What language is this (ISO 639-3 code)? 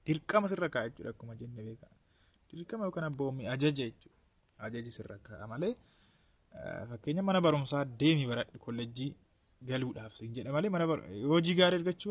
orm